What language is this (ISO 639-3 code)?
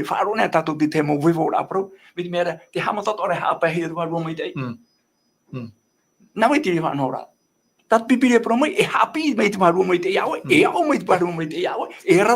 tah